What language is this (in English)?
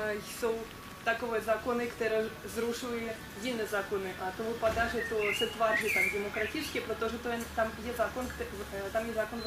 Czech